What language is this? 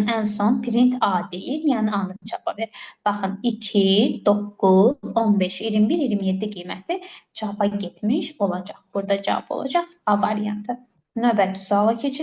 Azerbaijani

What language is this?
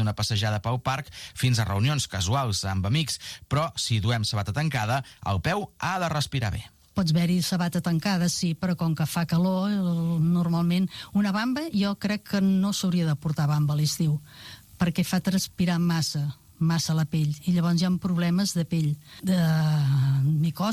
Catalan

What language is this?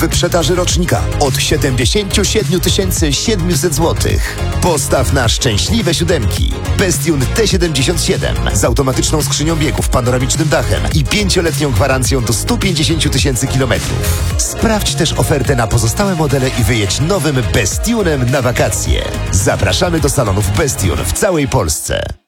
Polish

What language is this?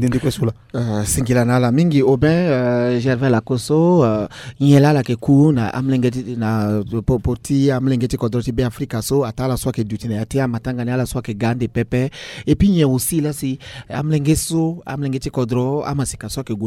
Sango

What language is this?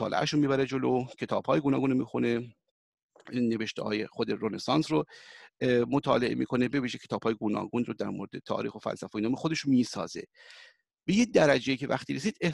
Persian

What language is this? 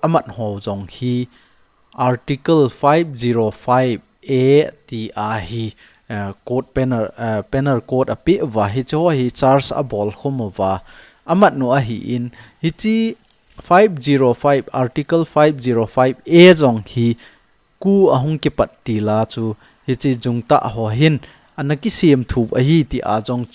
Thado Chin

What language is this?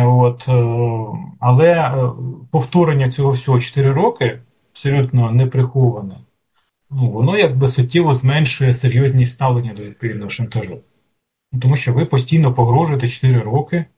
Ukrainian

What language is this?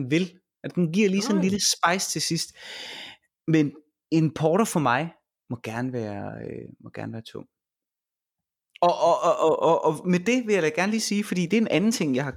Danish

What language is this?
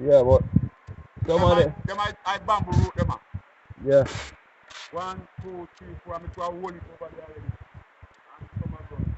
Jamaican Creole English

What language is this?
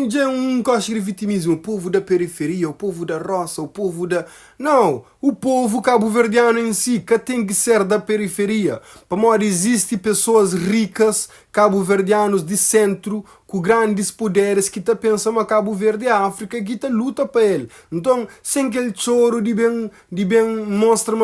Kabuverdianu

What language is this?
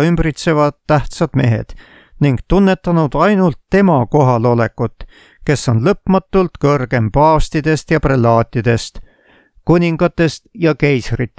Estonian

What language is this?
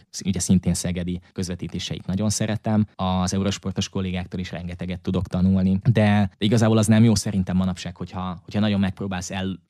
Hungarian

